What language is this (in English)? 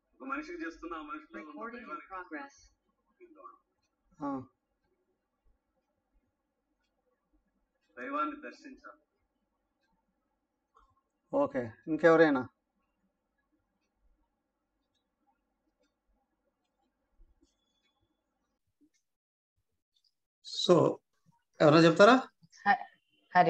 Telugu